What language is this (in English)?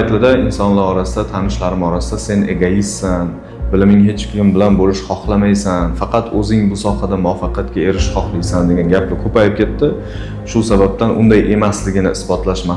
Uzbek